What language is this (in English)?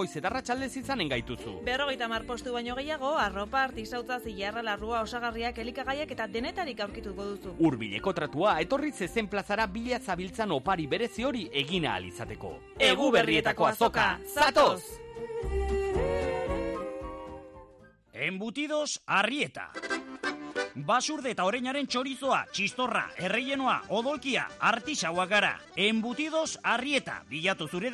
Basque